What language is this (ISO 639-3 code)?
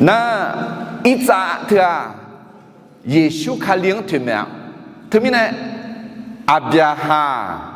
ahk